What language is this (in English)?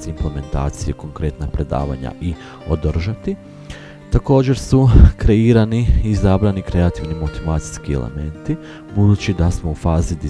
Croatian